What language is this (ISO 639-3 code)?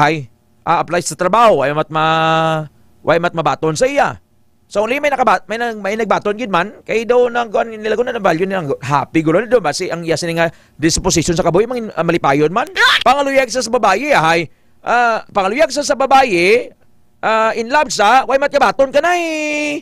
hil